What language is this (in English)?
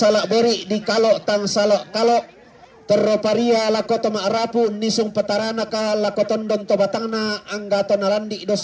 Toraja-Sa'dan